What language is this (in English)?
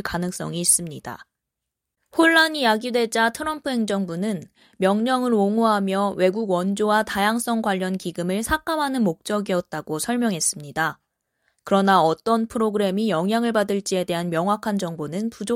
Korean